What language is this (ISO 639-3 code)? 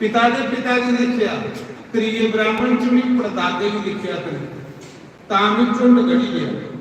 doi